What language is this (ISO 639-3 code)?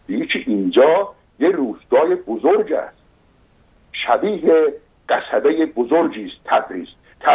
azb